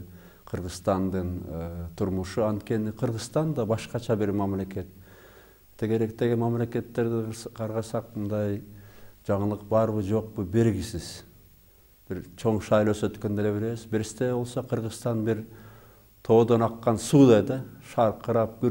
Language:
Kyrgyz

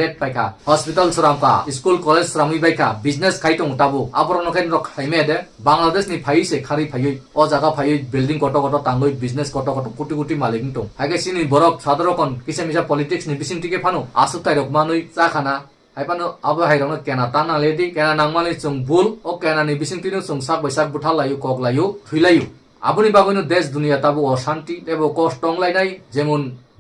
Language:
Kok Borok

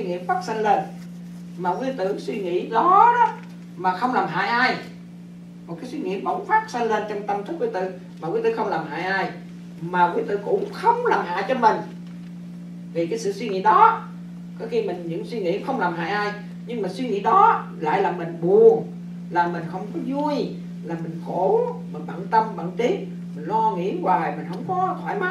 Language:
Vietnamese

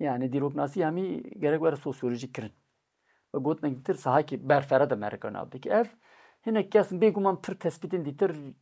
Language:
Kurdish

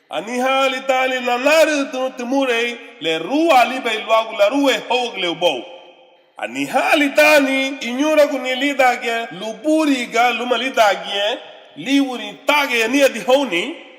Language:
Garifuna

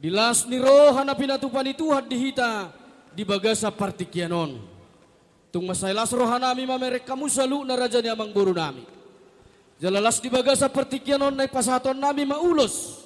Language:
Batak Toba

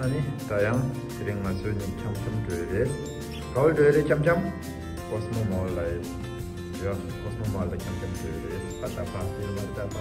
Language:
Tibetan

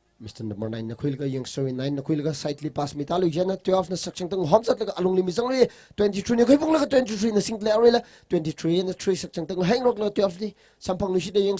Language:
Tangkhul Naga (India)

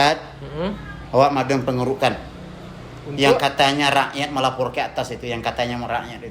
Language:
Minangkabau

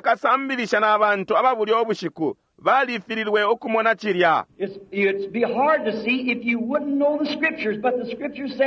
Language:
Bemba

